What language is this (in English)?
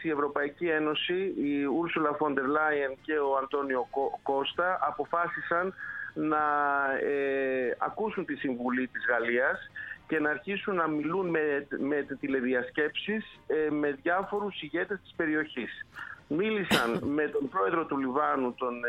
Greek